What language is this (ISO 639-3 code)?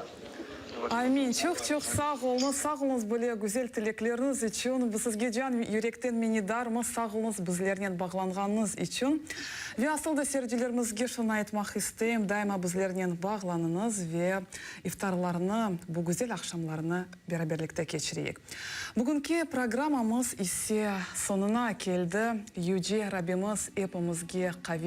crh